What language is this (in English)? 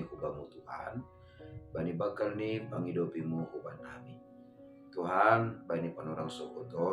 Batak Simalungun